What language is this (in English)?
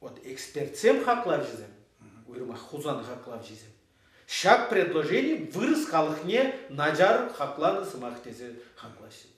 Chuvash